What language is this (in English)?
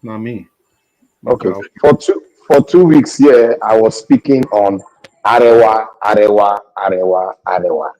Nigerian Pidgin